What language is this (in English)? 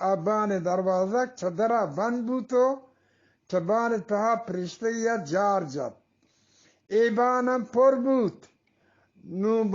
Eastern Balochi